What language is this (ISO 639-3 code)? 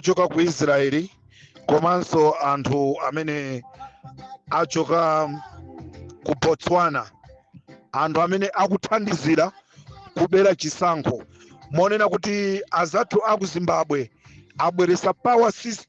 nya